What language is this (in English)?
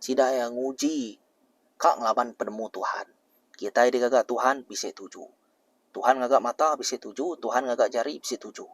Iban